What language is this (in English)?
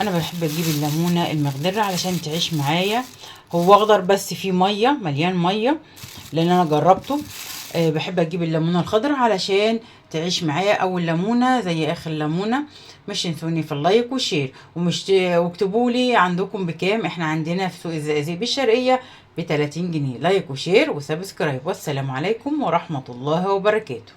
Egyptian Arabic